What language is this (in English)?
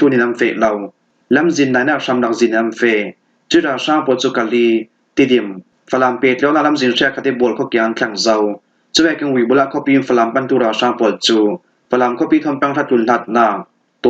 Falam Chin